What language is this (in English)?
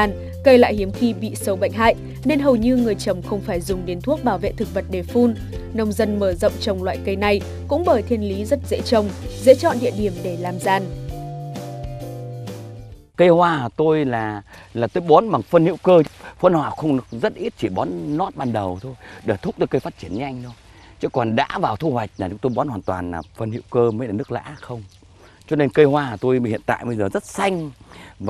Vietnamese